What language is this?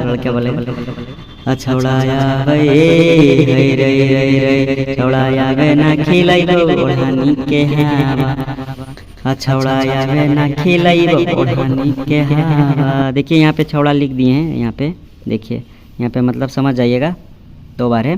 Magahi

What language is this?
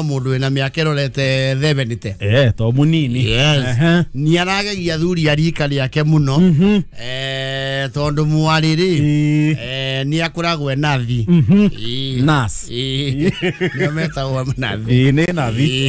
Kikuyu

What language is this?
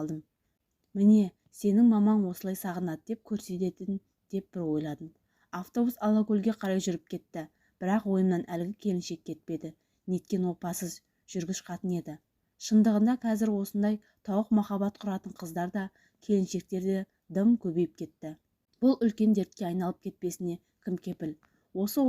Kazakh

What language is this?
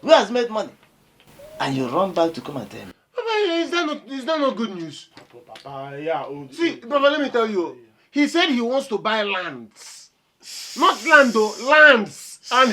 Nigerian Pidgin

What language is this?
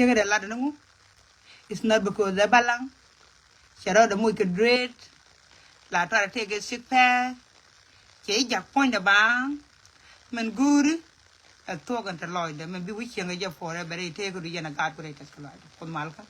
Nuer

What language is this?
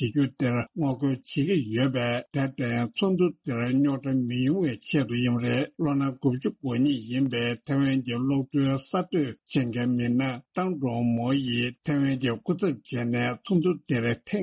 Tibetan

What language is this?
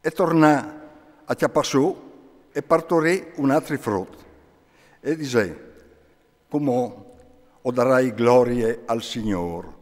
Friulian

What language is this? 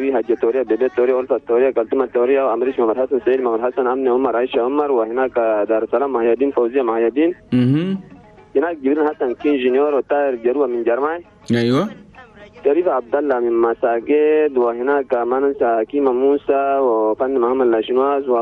Chadian Arabic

